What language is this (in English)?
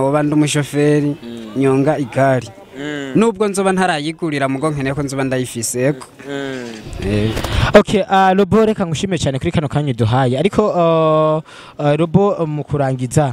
Rundi